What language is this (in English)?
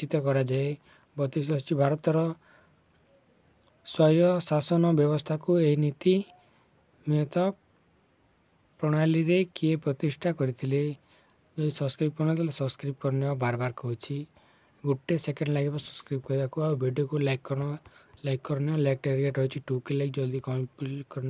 Odia